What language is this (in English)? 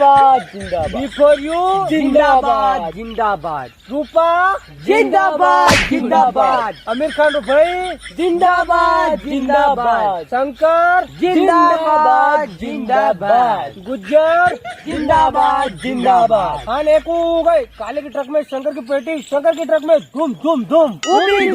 Rajasthani